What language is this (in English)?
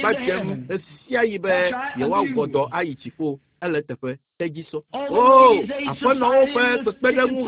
Ewe